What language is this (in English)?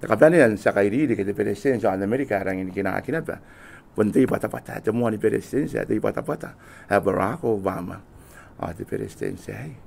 Gilbertese